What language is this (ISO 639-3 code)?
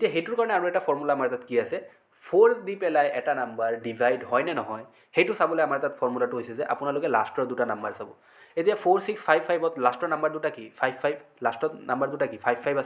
asm